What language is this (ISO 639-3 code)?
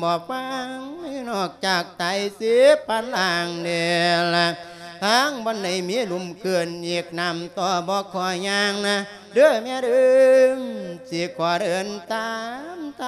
lao